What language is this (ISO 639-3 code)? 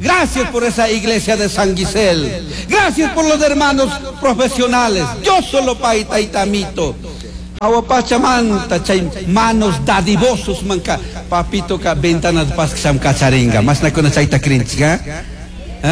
qug